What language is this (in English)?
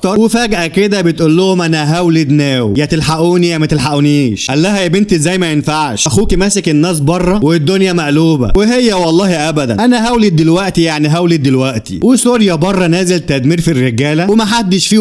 Egyptian Arabic